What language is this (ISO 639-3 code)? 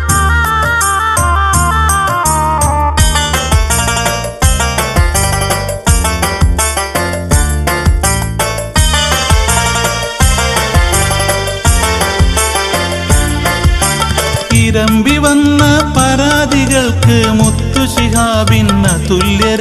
mal